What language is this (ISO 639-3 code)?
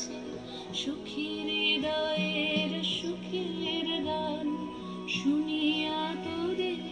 ben